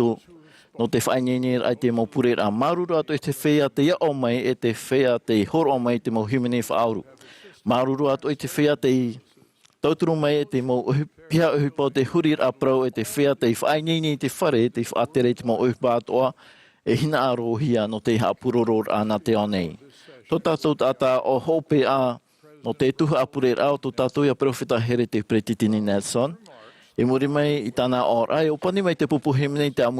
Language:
Tahitian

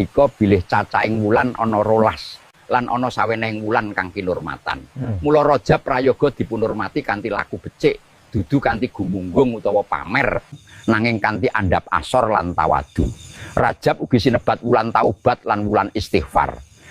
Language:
Javanese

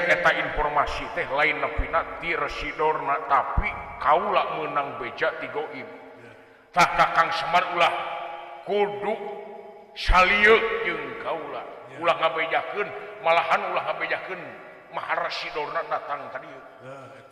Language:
Sundanese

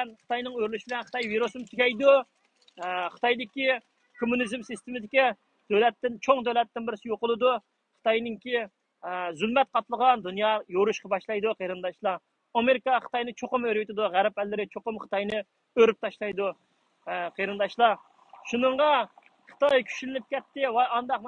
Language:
Uyghur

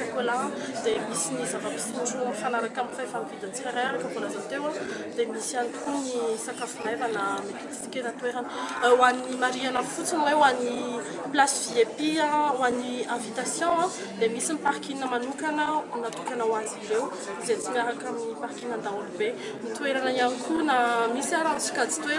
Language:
Malagasy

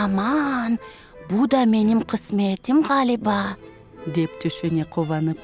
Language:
Crimean Tatar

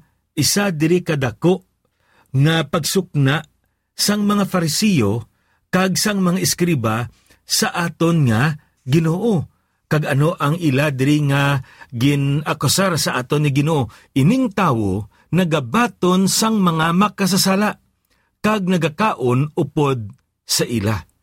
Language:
Hiligaynon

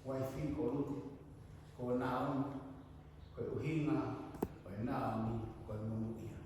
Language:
Tongan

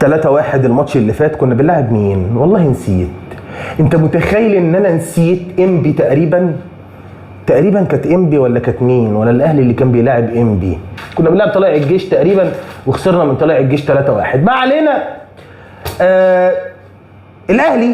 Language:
Egyptian Arabic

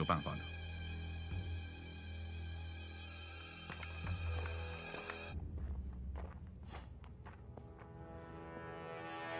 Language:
Chinese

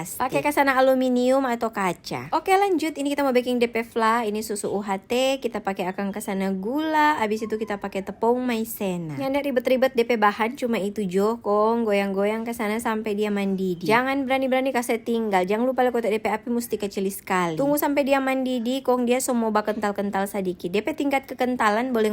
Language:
Manado Malay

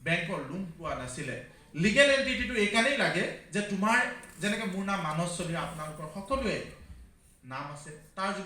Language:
Assamese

